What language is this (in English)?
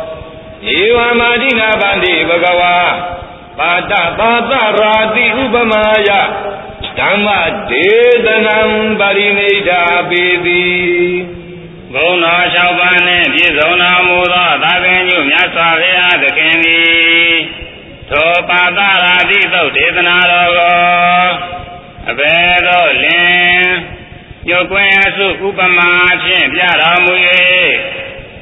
Burmese